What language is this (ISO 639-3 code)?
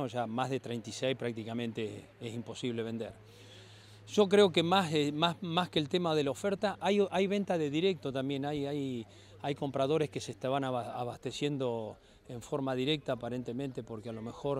spa